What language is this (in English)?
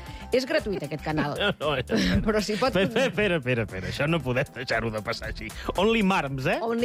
Catalan